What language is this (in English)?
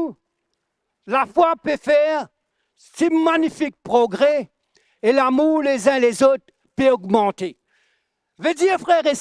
Morisyen